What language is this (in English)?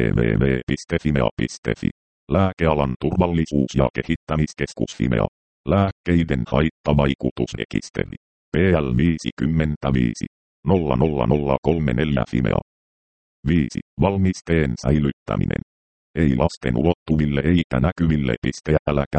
Finnish